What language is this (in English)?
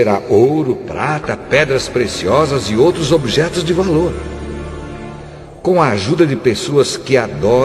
Portuguese